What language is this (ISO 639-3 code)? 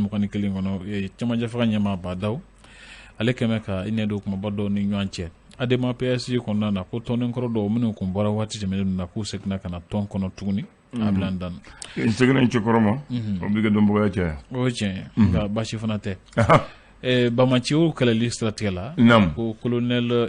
bam